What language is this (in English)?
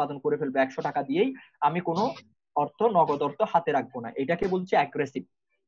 Bangla